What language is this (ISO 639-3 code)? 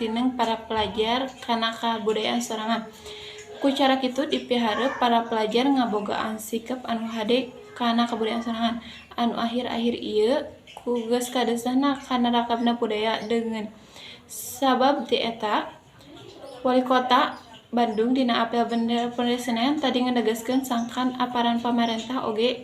sun